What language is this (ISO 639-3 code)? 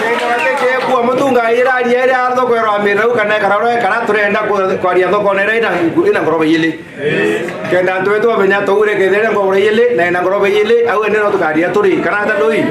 mer